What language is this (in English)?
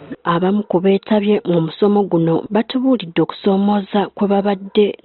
Ganda